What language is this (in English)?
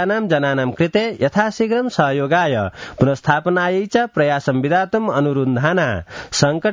Sanskrit